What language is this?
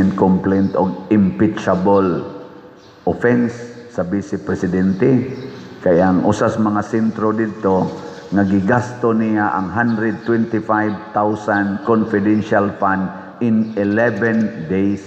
Cebuano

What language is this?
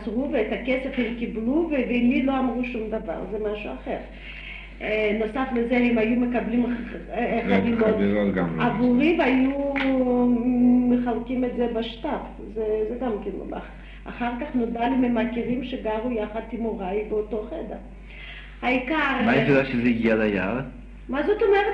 Hebrew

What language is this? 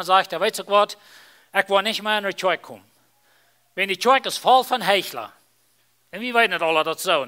Plautdietsch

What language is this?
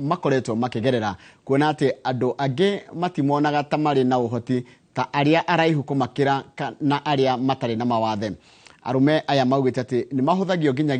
Kikuyu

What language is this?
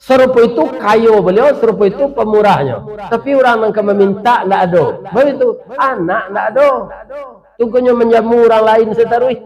Minangkabau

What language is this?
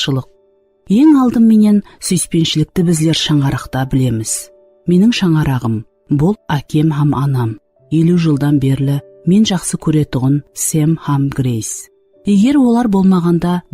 Kara-Kalpak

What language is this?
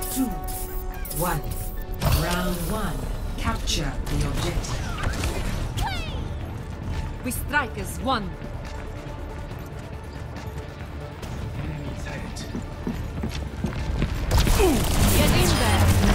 English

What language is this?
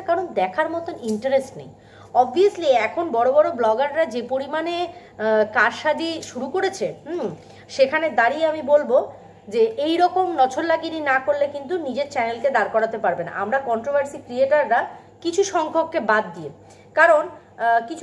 Bangla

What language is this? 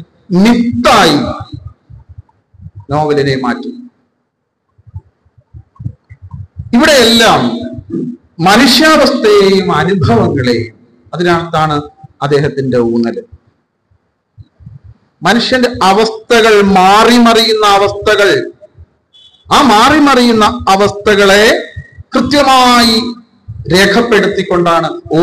Malayalam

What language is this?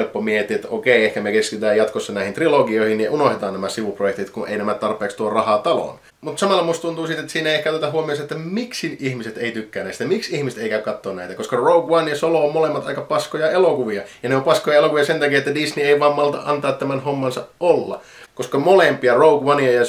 Finnish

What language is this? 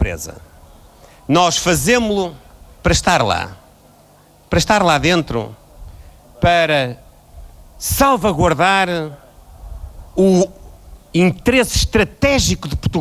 Portuguese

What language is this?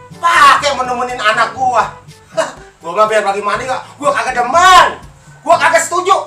Betawi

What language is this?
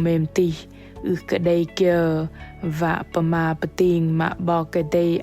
Bahnar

